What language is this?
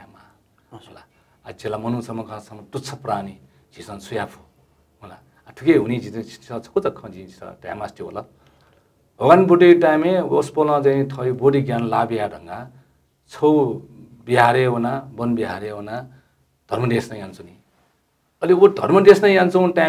Newari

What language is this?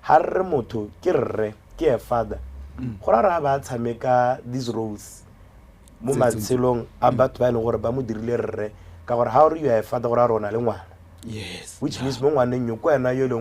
Tswana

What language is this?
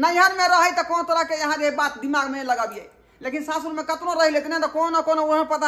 Maithili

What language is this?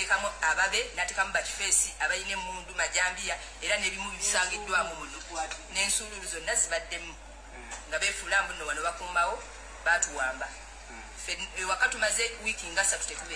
Ganda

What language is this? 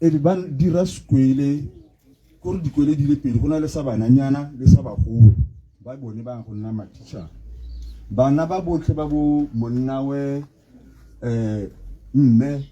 Tswana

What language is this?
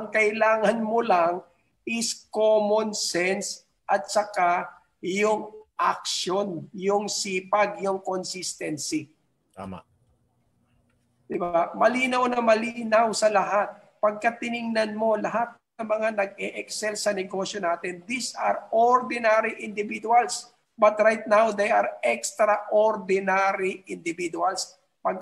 Filipino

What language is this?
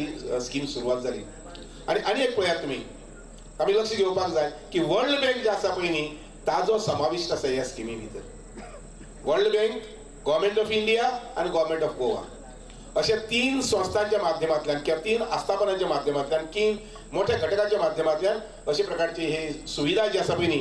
Konkani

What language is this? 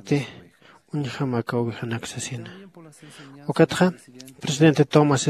Aymara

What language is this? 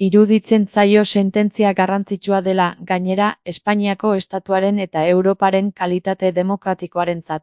Basque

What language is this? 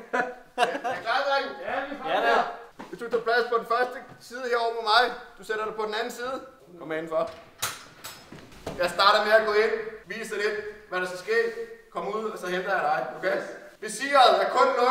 Danish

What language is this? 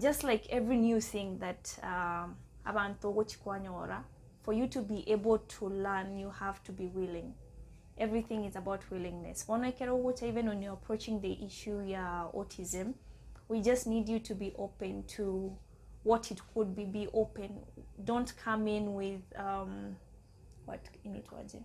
Gusii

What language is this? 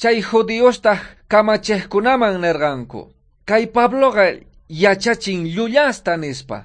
South Bolivian Quechua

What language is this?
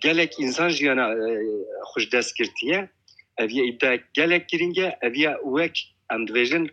Kurdish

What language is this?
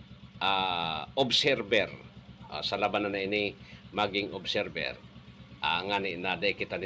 Bikol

